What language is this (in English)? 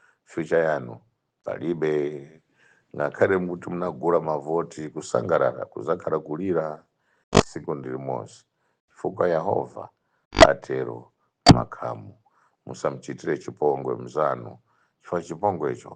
Nyanja